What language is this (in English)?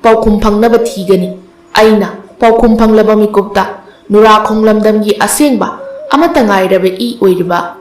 Manipuri